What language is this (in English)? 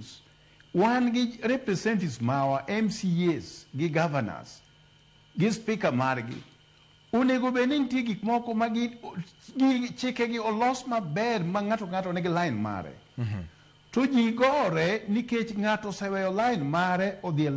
Luo (Kenya and Tanzania)